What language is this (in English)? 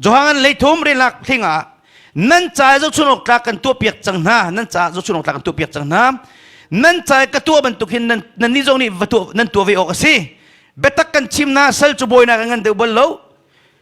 Hakha Chin